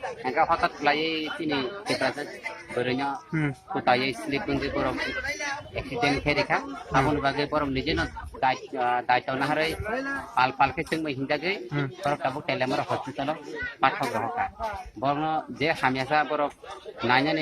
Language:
Kok Borok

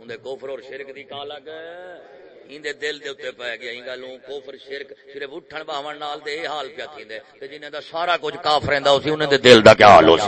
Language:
Saraiki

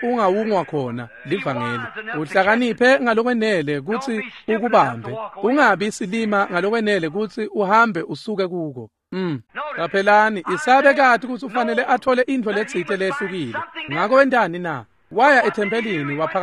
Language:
Swati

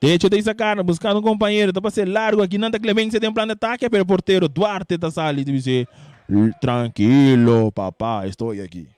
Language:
Papiamento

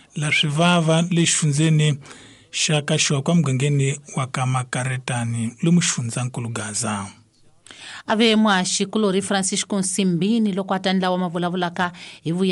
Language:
Tsonga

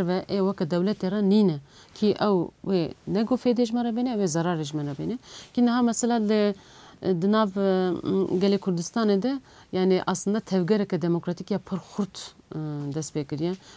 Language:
Kurdish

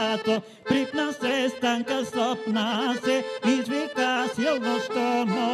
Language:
Bulgarian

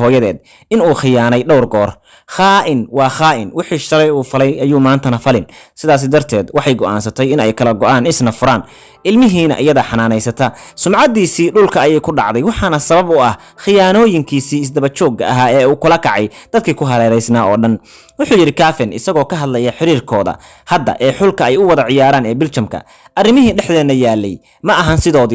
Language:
Somali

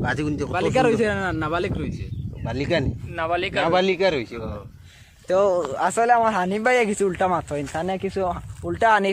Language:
Sylheti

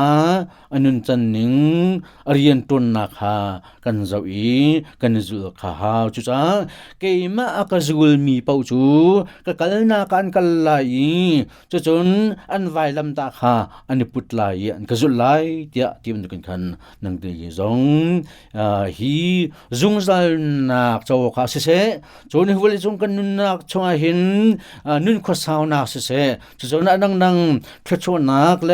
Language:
Hakha Chin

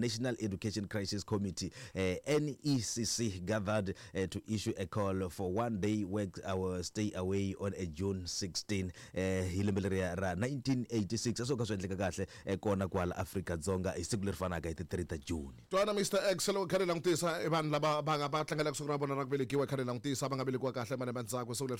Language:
Tsonga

